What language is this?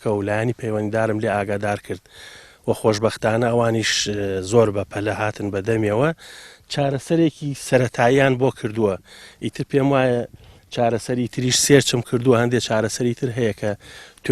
Central Kurdish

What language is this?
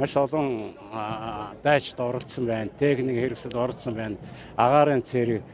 Mongolian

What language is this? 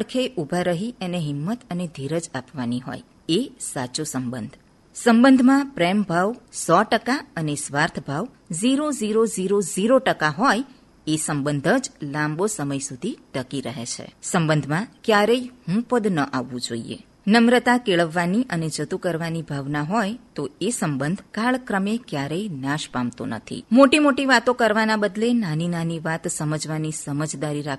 Gujarati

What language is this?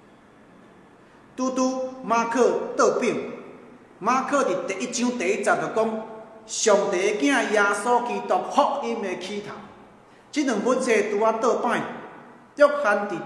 Min Nan Chinese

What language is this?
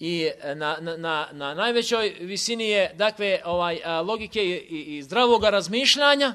Bosnian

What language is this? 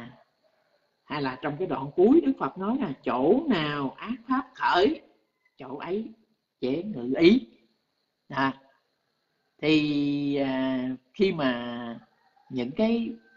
Vietnamese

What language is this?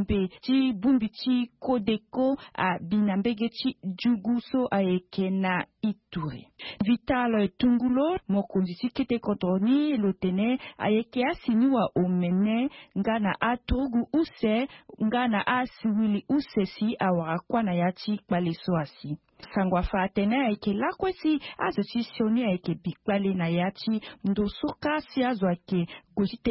Sango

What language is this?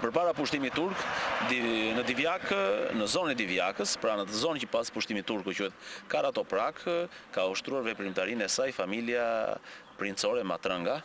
Albanian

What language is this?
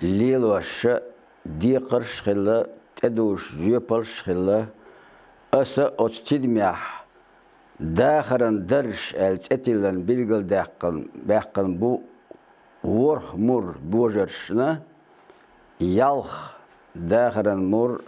Chechen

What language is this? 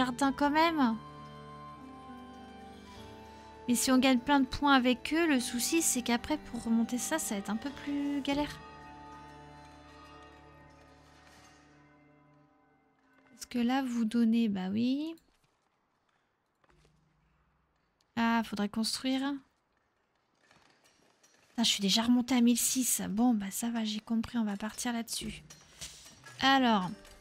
French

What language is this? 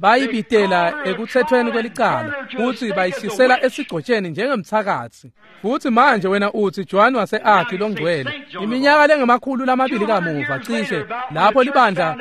Swati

